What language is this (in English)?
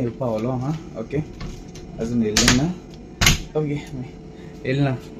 Konkani